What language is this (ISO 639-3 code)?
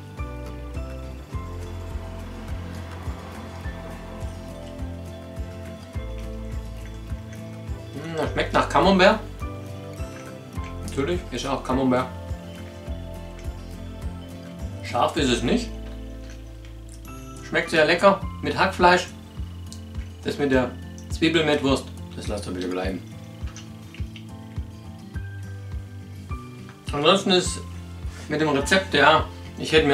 deu